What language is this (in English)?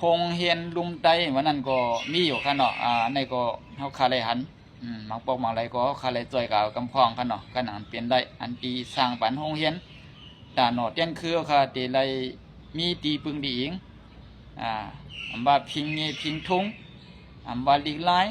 Shan